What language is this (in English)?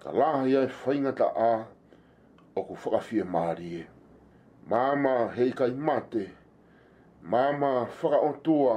Tongan